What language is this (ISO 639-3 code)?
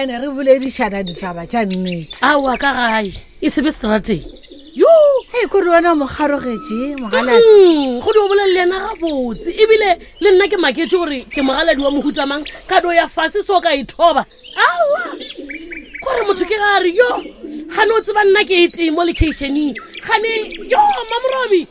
nso